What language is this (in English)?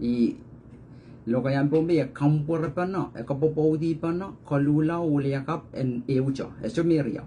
Pohnpeian